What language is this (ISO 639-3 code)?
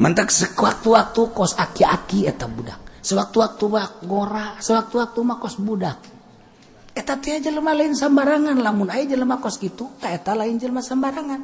sun